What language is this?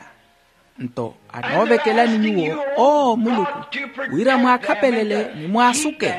Makhuwa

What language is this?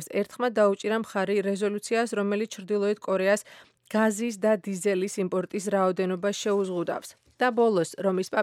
Georgian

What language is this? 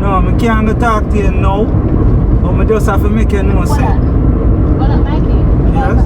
Jamaican Creole English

